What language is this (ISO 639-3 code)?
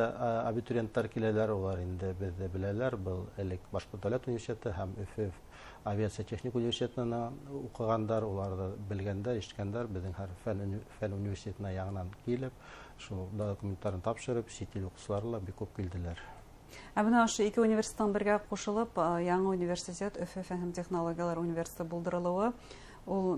bak